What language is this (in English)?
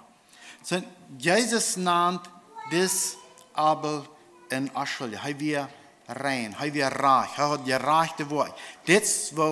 Plautdietsch